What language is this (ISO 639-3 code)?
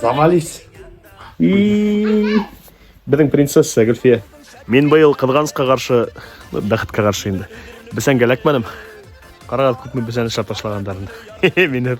bak